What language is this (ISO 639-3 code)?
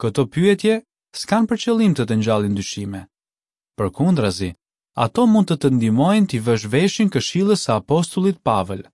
sqi